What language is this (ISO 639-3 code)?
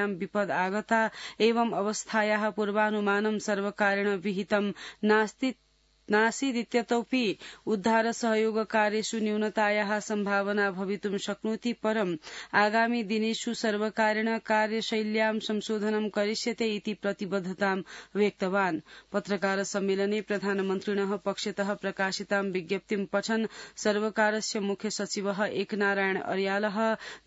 san